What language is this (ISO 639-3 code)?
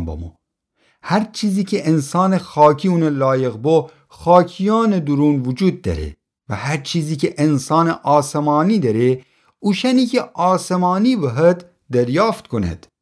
glk